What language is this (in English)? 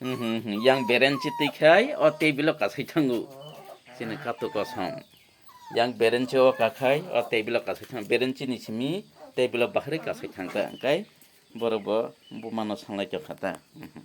Kok Borok